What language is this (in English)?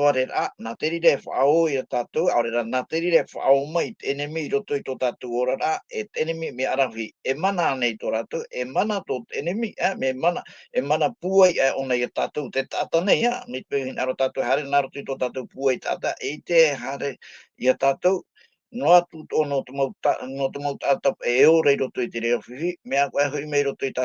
Tahitian